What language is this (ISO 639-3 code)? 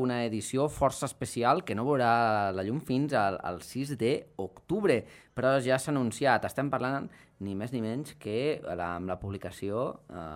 cat